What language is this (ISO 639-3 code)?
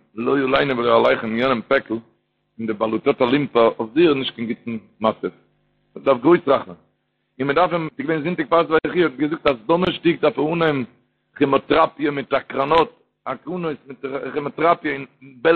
yid